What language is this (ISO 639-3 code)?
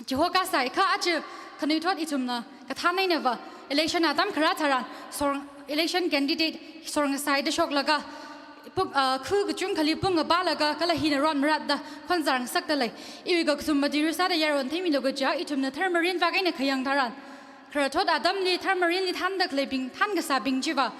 nmf